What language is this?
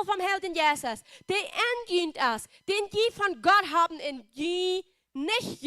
Plautdietsch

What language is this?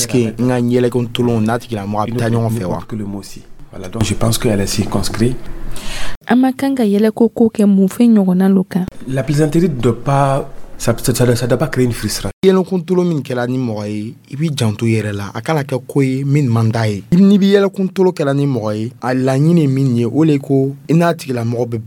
Dyula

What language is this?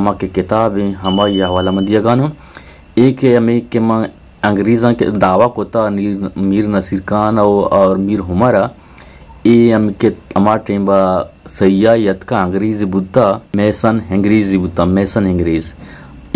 Eastern Balochi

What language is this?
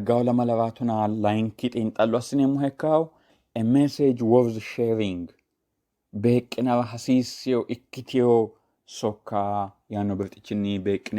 Sidamo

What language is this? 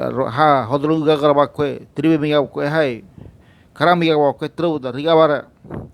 Ngäbere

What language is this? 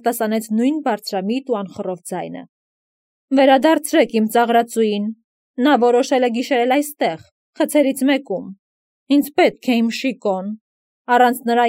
Armenian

